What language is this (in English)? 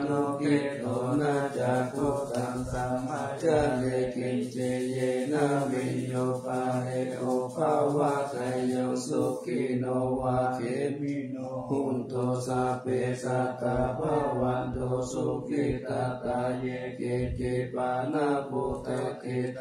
Pali